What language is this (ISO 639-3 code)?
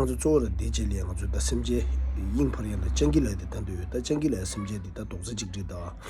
bod